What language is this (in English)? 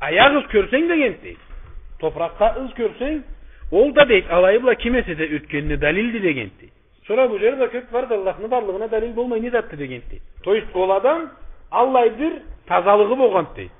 Karachay-Balkar